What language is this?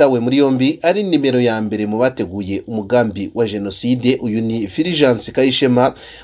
Kinyarwanda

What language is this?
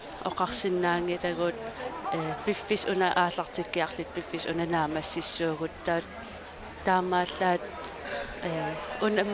Kalaallisut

